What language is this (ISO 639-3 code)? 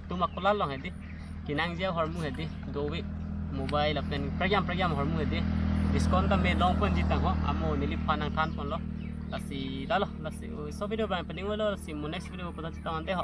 mjw